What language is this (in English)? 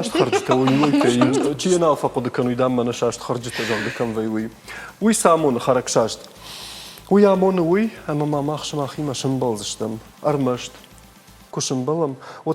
Ossetic